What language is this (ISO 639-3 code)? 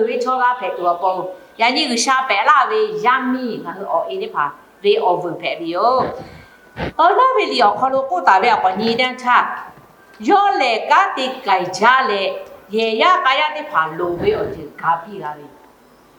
lhu